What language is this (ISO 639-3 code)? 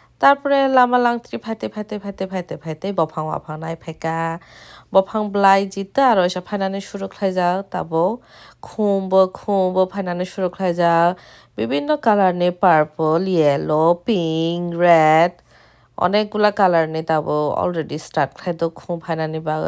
trp